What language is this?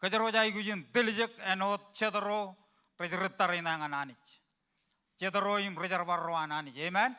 Marshallese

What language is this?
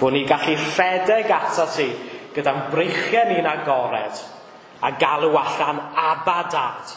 Welsh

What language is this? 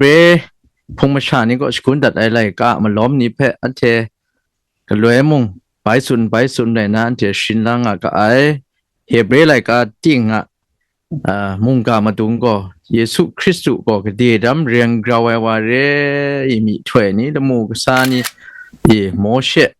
Kachin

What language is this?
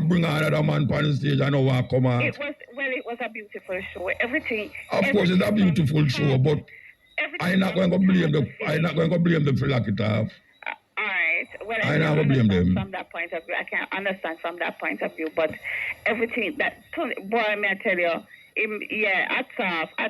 Jamaican Creole English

